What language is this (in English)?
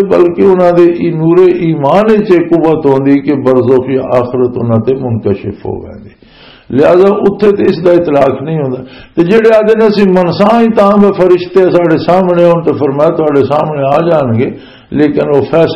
Western Panjabi